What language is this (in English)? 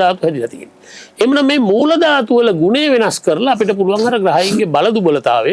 Sinhala